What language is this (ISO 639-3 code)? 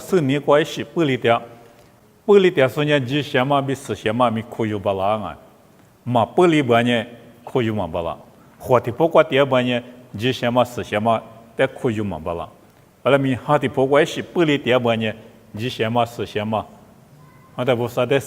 lis